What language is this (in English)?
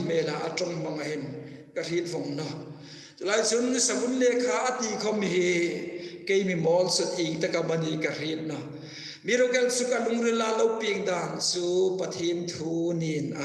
Hmar